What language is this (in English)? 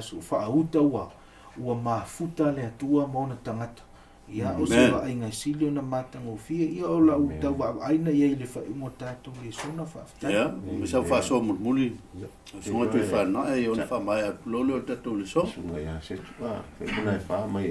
Samoan